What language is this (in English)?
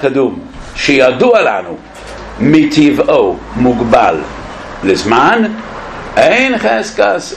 Hebrew